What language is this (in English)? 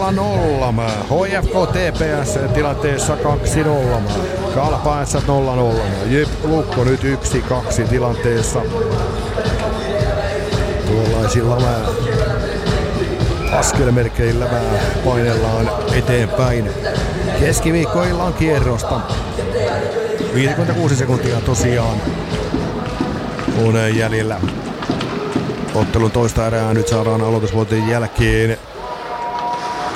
Finnish